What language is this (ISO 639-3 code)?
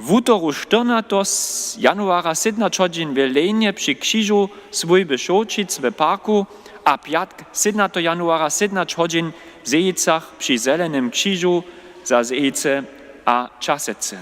hsb